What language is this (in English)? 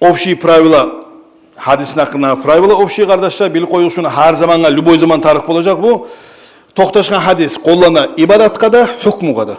Kumyk